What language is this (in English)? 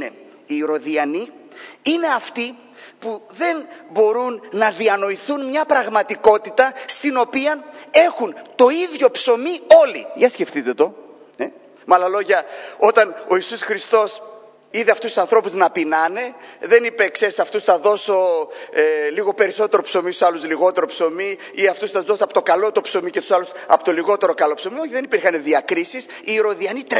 Greek